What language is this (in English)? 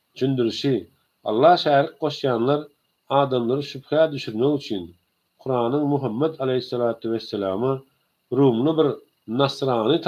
Turkmen